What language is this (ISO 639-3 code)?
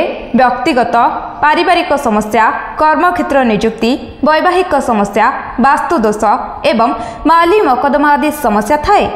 ori